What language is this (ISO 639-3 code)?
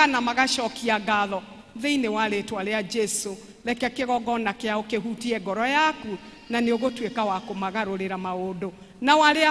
kik